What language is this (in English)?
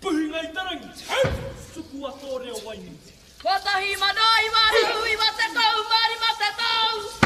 Māori